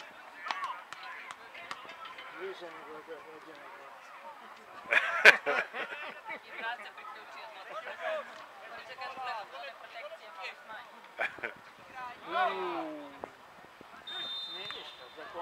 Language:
Serbian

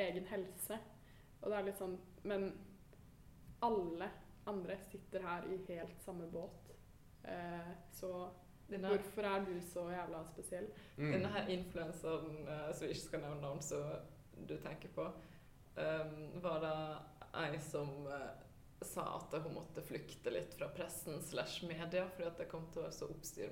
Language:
Norwegian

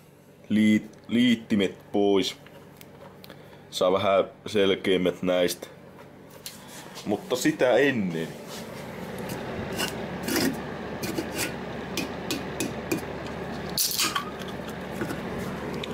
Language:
Finnish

